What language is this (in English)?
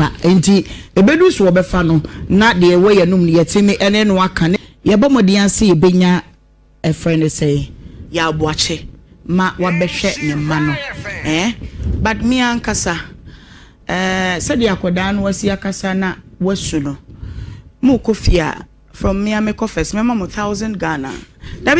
Akan